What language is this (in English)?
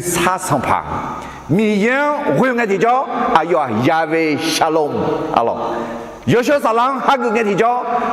Akha